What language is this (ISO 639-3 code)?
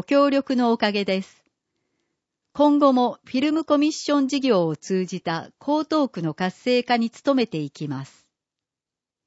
jpn